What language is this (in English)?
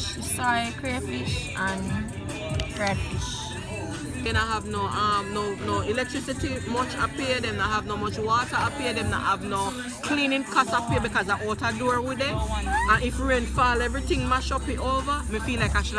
Jamaican Creole English